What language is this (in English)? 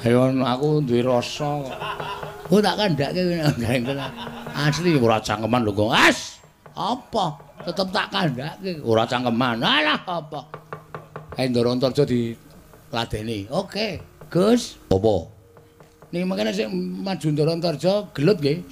Javanese